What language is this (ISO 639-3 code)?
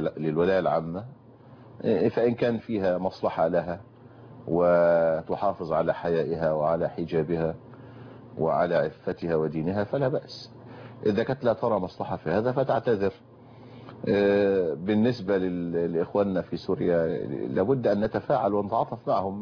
ara